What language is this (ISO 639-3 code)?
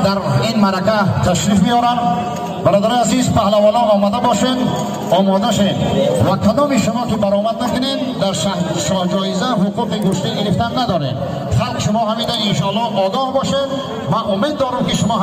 tgk